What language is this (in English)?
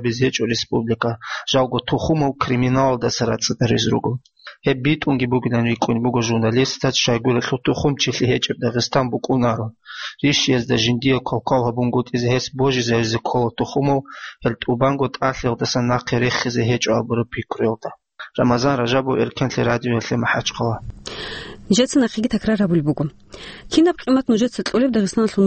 Avaric